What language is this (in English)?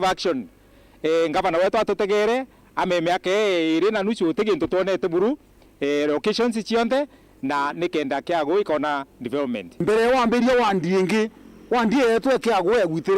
Meru